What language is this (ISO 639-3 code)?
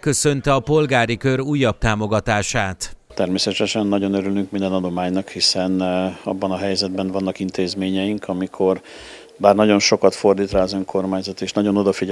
hun